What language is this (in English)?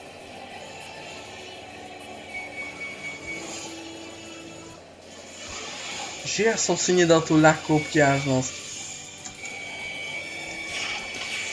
Slovak